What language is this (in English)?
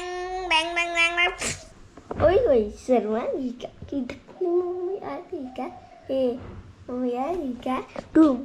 Kok Borok